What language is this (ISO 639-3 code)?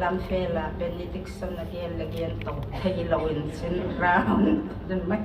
ctd